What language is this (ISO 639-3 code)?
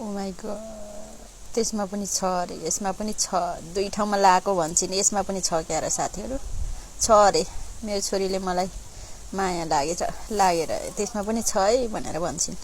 nep